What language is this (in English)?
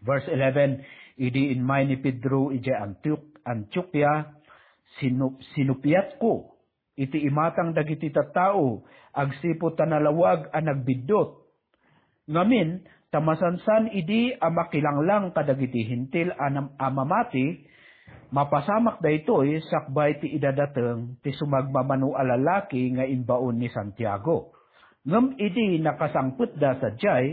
Iloko